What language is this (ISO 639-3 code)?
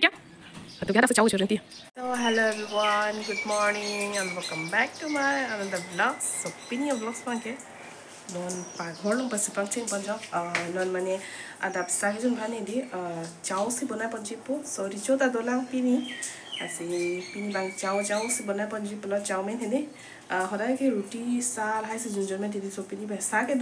mjw